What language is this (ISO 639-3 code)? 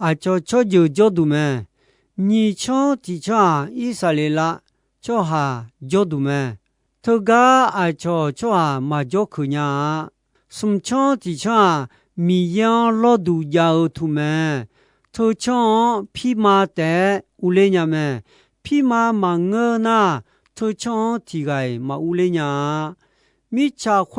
ahk